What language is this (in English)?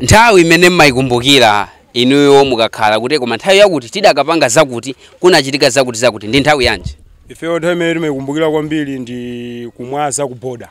Nyanja